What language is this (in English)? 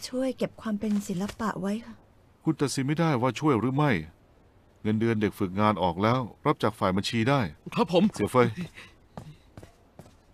Thai